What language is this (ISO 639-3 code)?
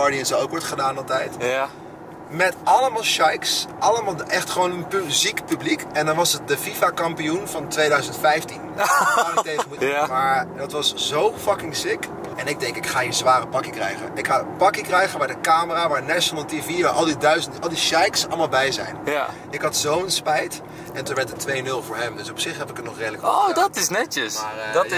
nld